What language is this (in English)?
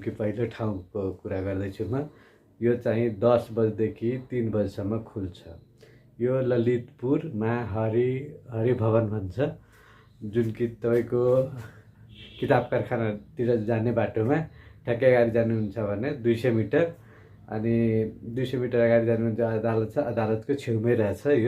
Nepali